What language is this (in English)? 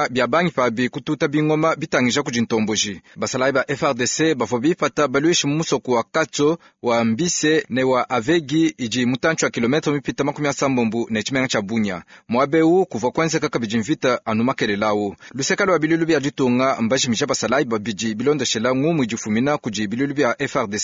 Luba-Lulua